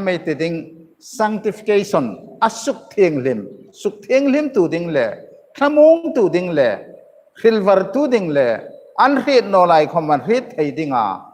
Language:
Hmar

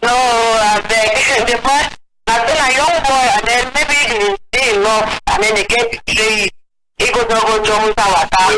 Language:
Cameroon Pidgin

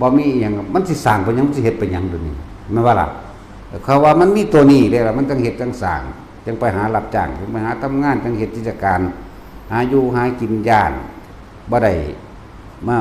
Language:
Northeastern Thai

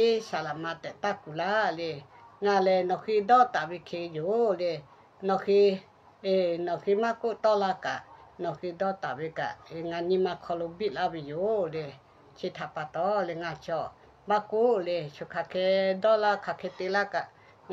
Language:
Lahu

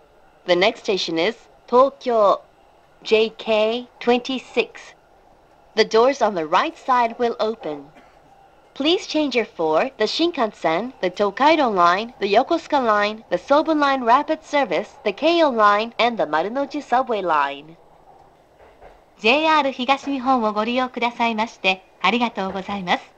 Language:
Japanese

